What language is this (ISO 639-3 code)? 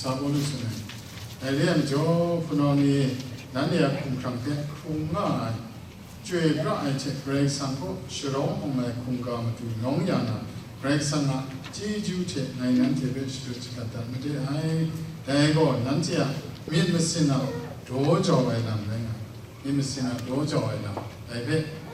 kac